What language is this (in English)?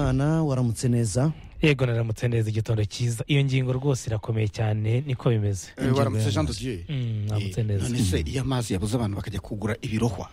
Kinyarwanda